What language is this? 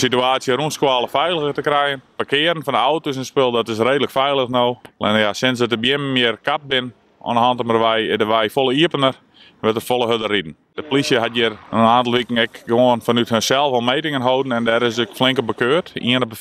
Western Frisian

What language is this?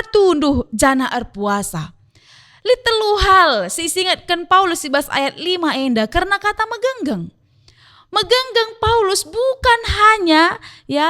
Batak Karo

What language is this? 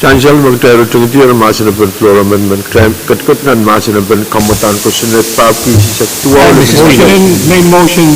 Pohnpeian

